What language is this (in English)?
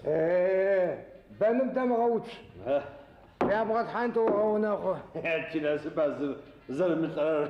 Adyghe